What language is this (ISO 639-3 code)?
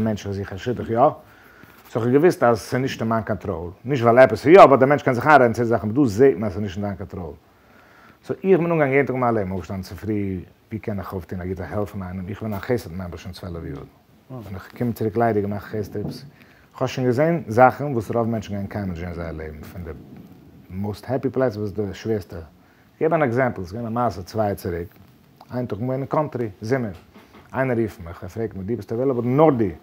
yid